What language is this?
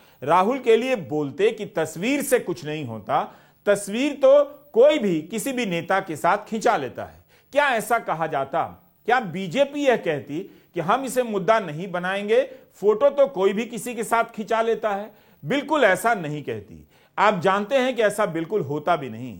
Hindi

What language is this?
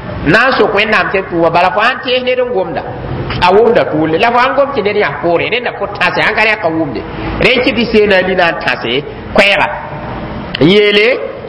Mossi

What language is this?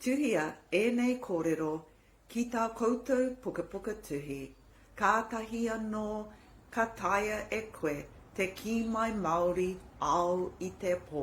Māori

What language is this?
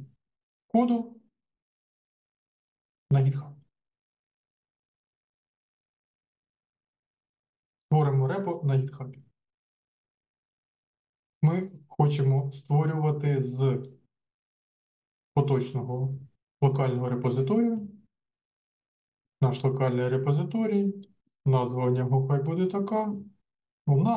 Ukrainian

